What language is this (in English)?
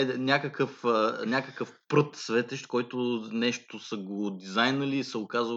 Bulgarian